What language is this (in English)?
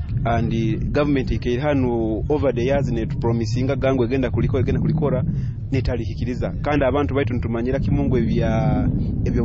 Nyoro